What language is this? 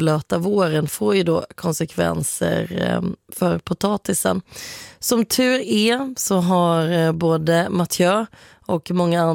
Swedish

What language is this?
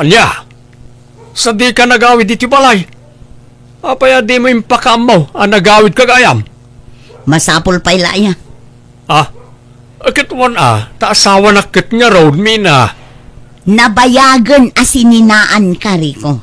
Iloko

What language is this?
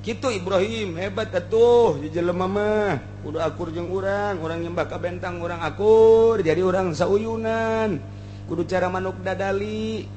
Sundanese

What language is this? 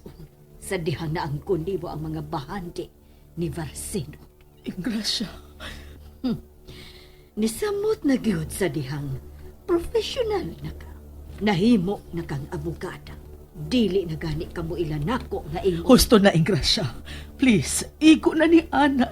Cebuano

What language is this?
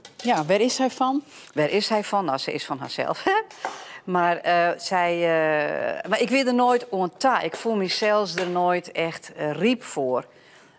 Western Frisian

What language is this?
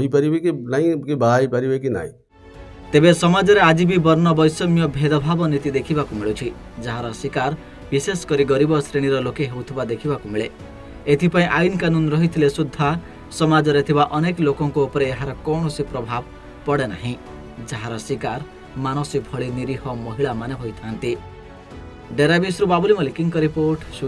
Odia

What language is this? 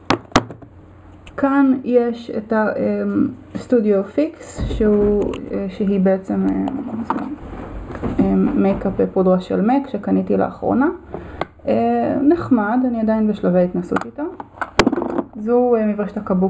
Hebrew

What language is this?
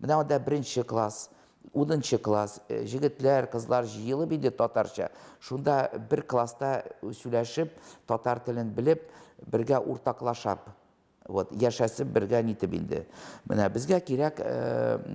Tatar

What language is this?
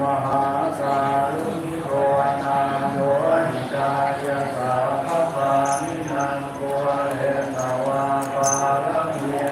Pali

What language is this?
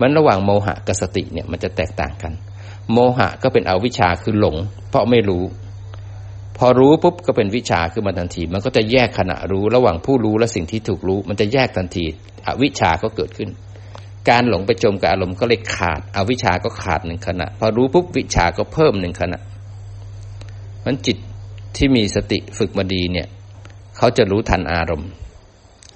Thai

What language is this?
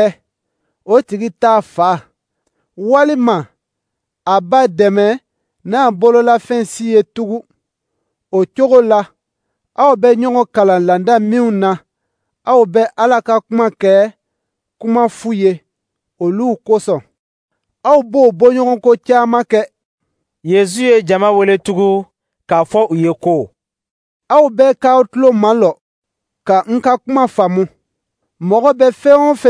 Dyula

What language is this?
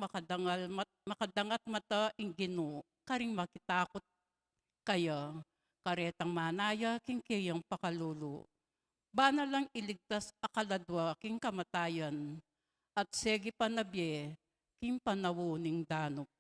Pampanga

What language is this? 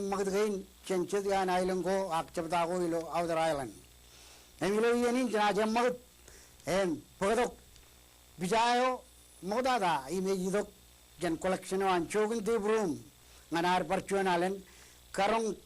Marshallese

